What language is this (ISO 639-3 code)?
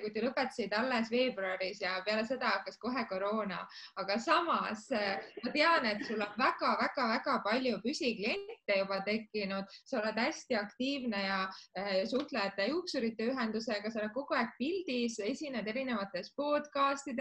est